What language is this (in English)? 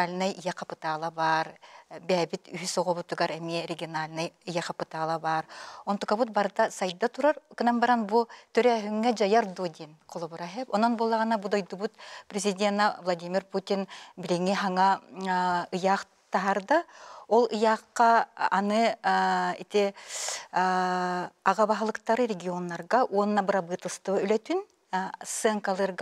Yakut